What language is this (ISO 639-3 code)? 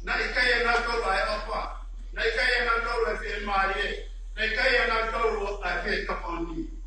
ton